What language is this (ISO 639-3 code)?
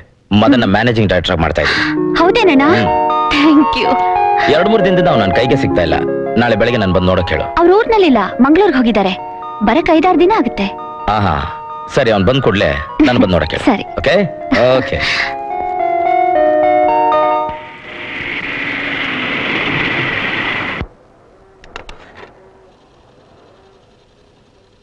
kan